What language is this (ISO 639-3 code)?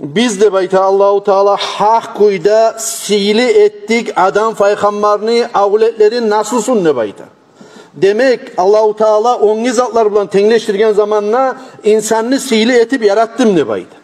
kum